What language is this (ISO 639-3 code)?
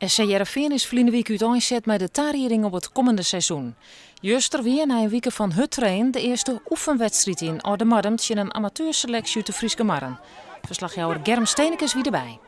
fry